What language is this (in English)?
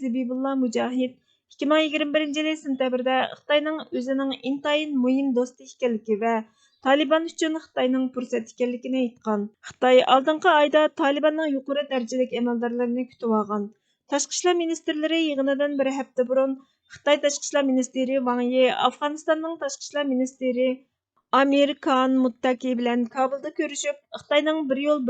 Uyghur